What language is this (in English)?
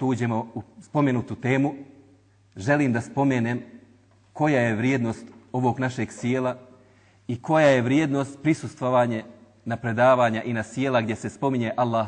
Bosnian